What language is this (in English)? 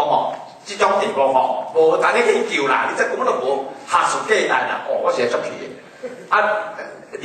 Min Nan Chinese